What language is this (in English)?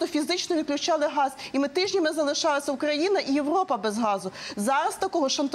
Ukrainian